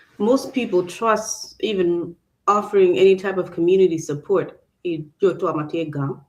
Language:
Acoli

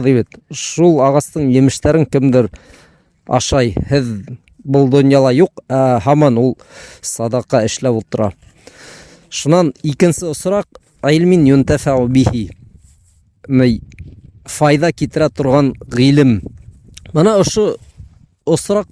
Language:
Bashkir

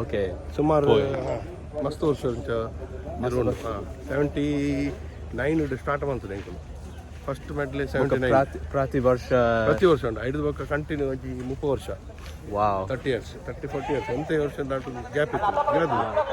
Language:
Tulu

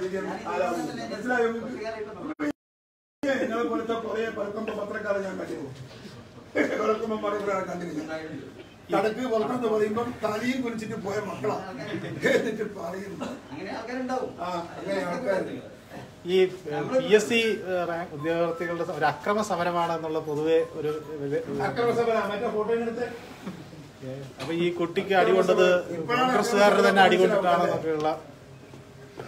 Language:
Malayalam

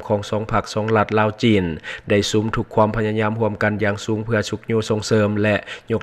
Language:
Lao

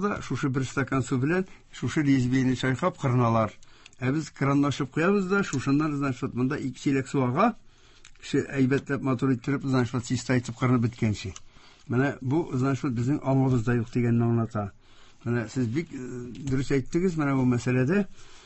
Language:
Tatar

